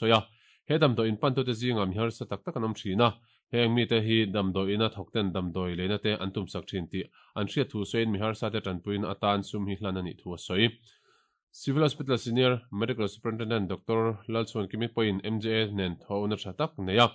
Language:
Mizo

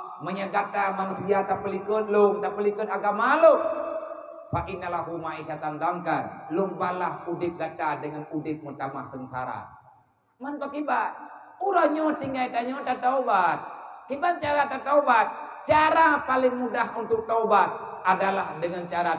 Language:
Achinese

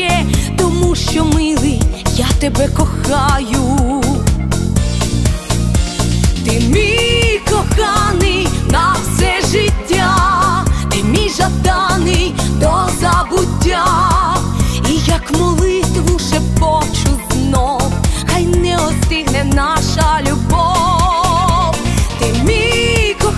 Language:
Ukrainian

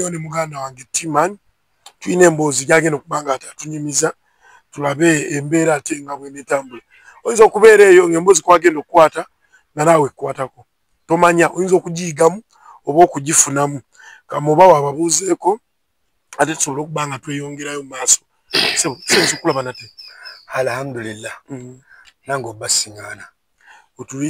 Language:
Ganda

